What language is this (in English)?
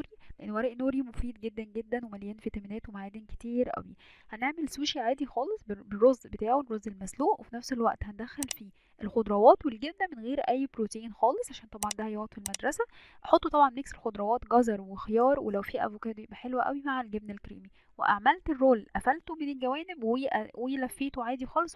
Egyptian Arabic